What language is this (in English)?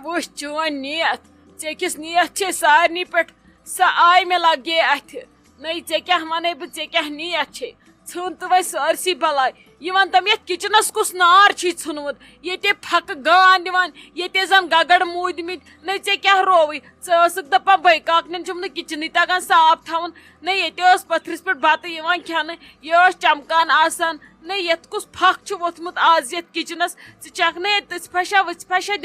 Kashmiri